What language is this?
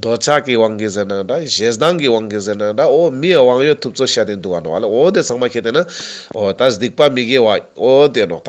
Ladakhi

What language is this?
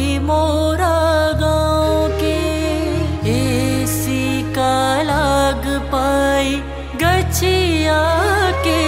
Bhojpuri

